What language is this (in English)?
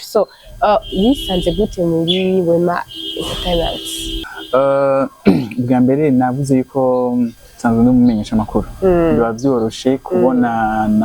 Rundi